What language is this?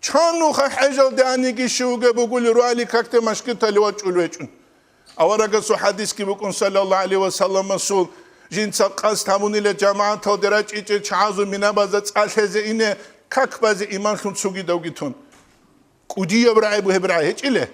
Avaric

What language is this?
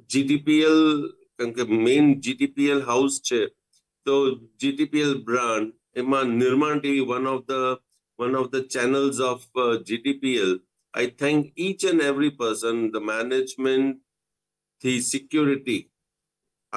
Gujarati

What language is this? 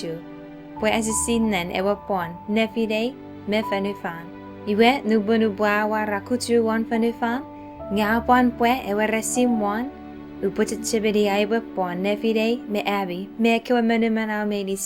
Chuukese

